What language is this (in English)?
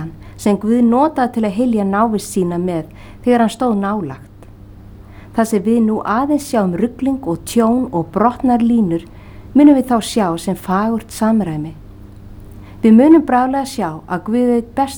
Icelandic